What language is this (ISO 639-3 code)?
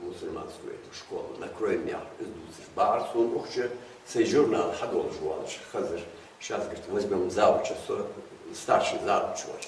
inh